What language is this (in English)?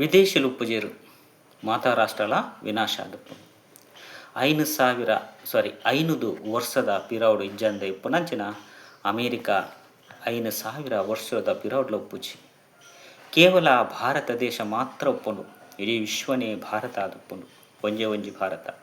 Tulu